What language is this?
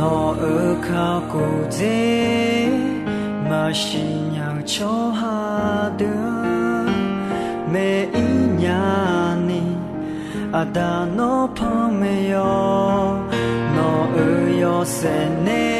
Akha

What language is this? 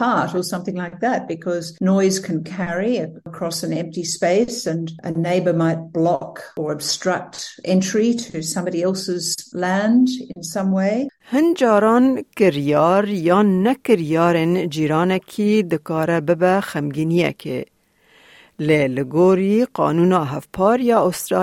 Kurdish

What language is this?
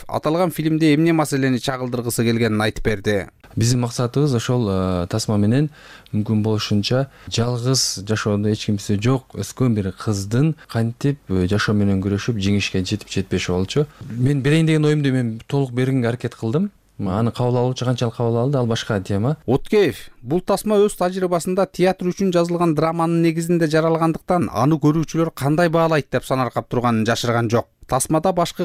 Kyrgyz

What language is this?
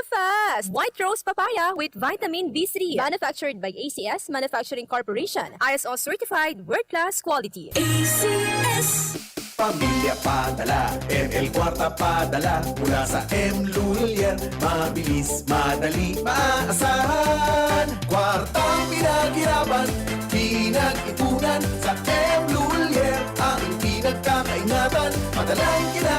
Bikol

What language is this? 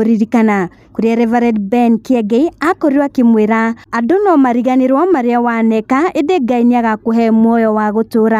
Kikuyu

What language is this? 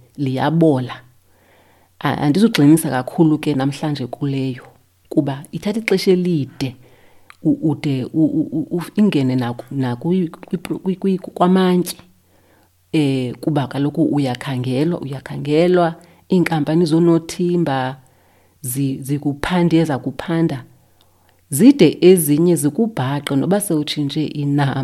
Xhosa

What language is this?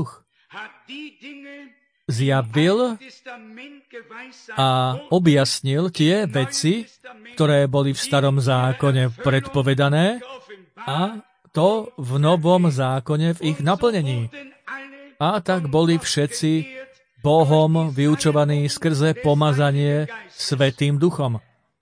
Slovak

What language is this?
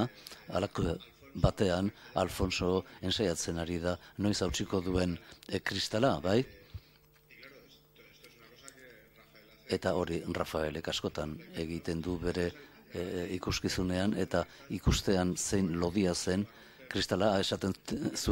Basque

